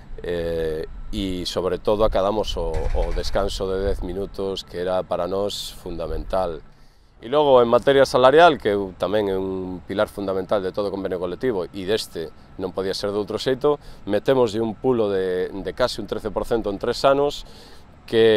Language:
Galician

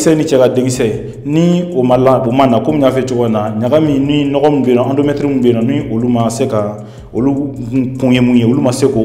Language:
Bambara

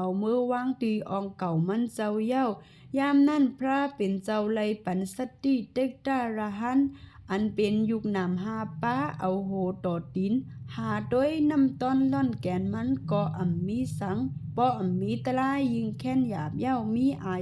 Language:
Shan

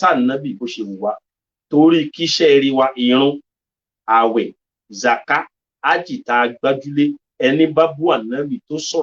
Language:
Yoruba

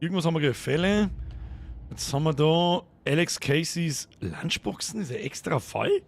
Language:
Bavarian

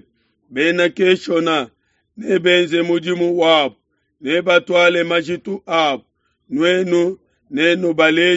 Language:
Luba-Lulua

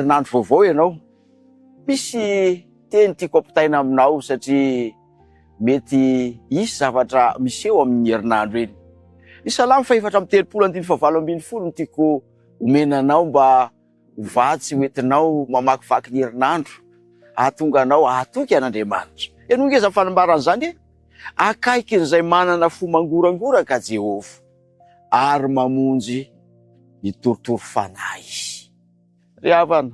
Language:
Malagasy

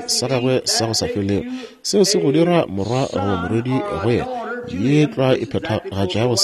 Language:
Northern Sotho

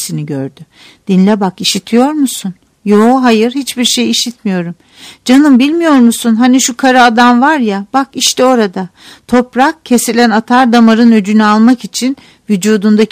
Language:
Turkish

